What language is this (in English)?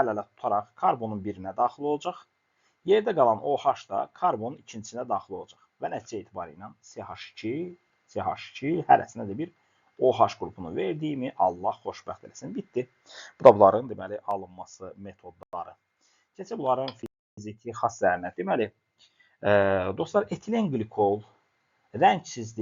Azerbaijani